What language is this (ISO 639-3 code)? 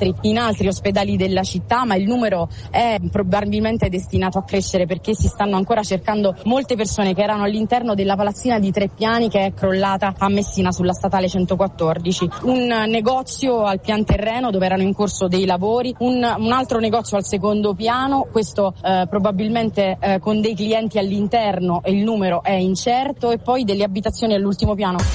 ita